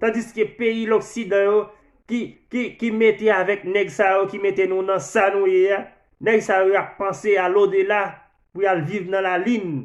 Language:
Haitian Creole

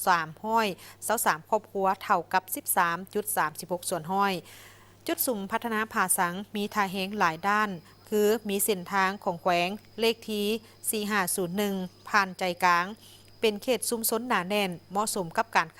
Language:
Lao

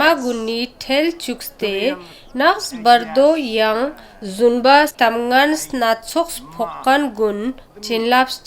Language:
Ladakhi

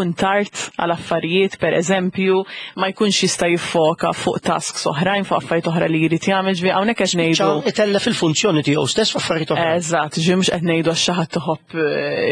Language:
Maltese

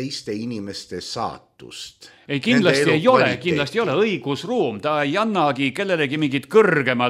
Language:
Estonian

